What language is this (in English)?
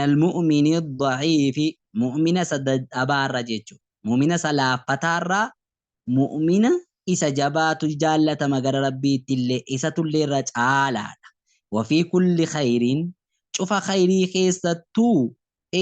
Oromo